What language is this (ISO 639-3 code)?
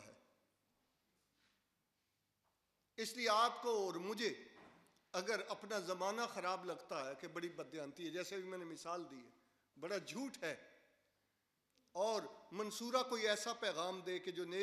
urd